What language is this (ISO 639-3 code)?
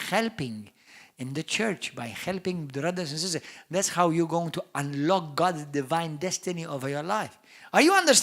eng